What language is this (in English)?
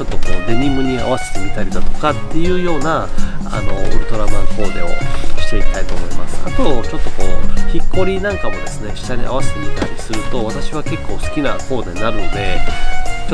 Japanese